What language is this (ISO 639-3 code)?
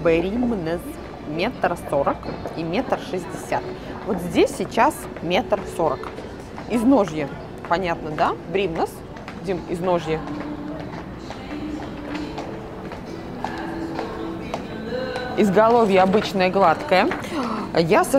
rus